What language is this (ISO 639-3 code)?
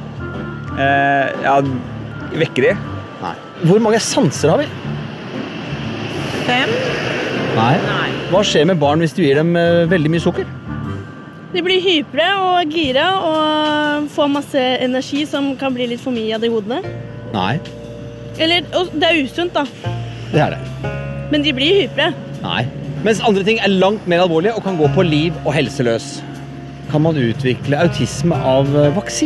nor